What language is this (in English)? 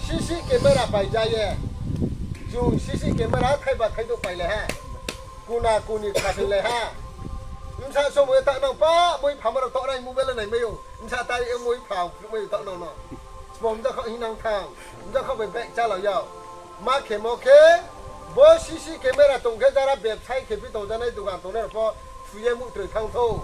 Riang (India)